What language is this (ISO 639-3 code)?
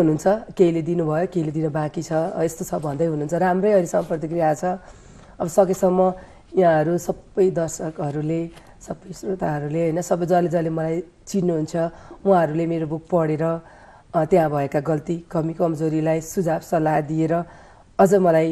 nep